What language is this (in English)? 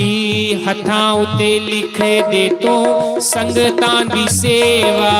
Dogri